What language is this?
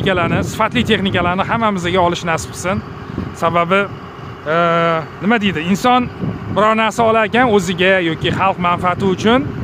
Uzbek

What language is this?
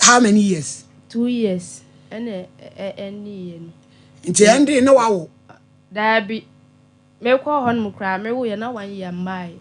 Akan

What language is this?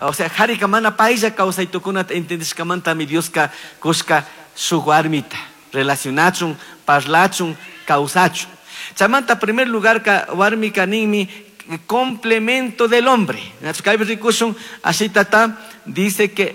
Chimborazo Highland Quichua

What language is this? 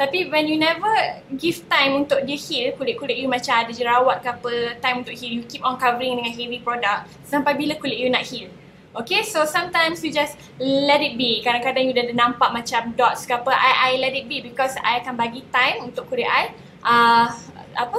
Malay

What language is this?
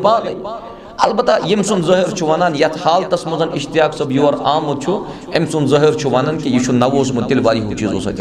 Kashmiri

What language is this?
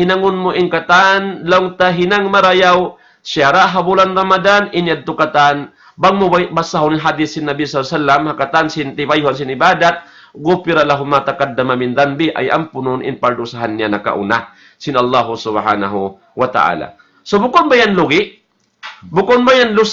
Tausug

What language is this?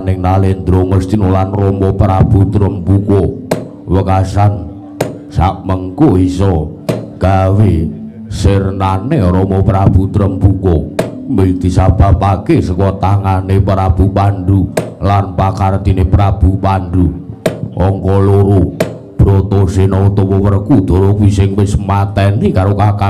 Javanese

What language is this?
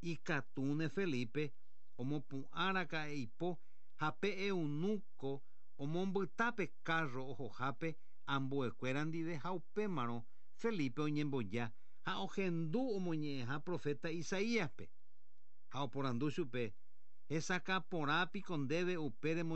Guarani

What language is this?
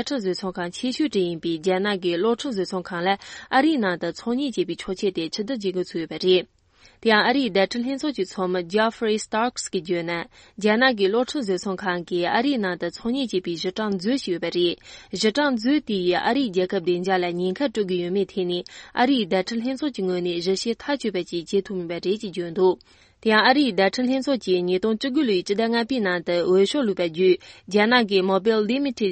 Tibetan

